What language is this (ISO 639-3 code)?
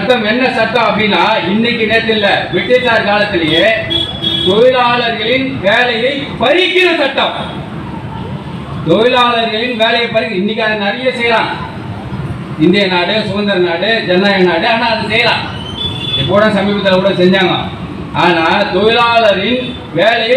tam